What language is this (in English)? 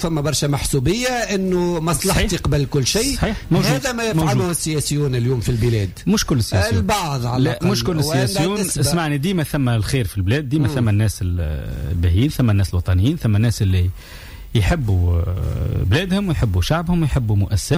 Tunisian Arabic